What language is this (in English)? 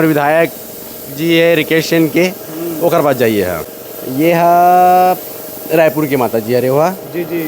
Chhattisgarhi